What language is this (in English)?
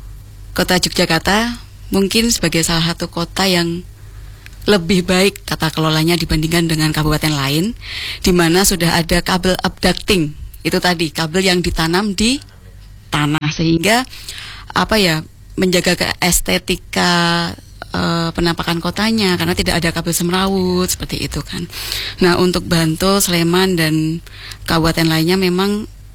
Indonesian